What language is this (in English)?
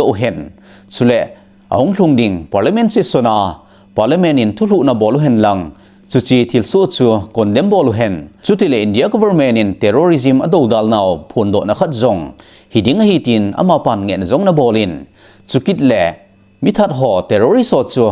Thado Chin